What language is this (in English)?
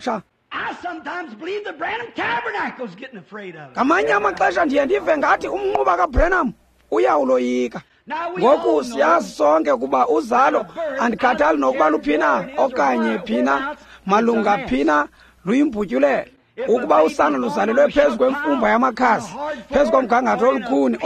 Xhosa